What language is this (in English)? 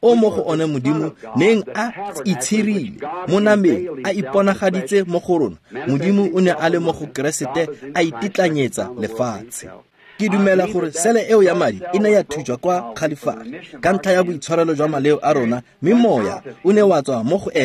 Tswana